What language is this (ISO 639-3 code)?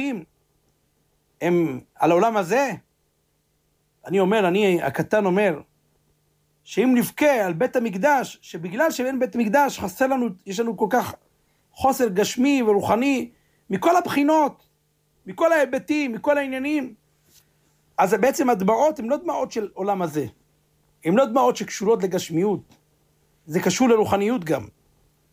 heb